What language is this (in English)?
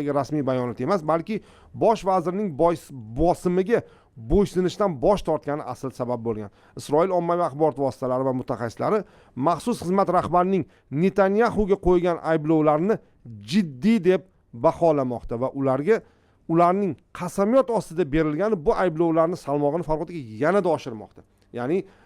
Uzbek